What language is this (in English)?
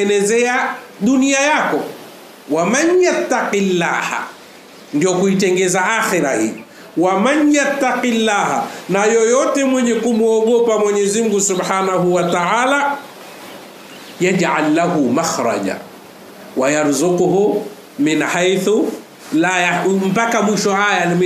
Swahili